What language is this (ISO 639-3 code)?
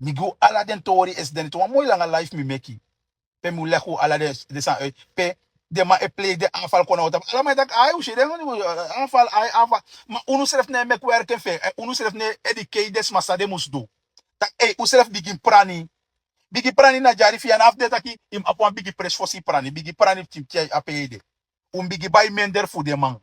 srn